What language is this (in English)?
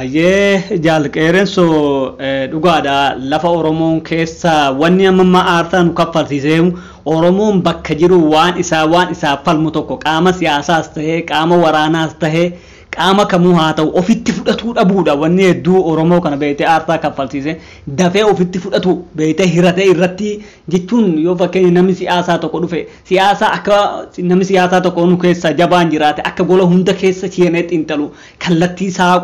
Oromo